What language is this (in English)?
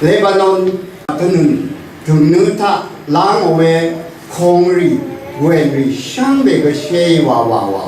Rawang